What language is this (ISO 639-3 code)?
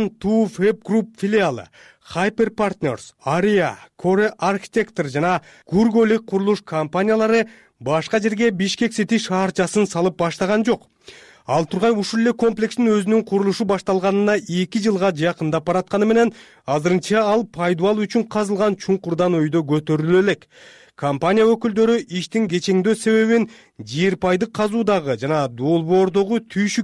kir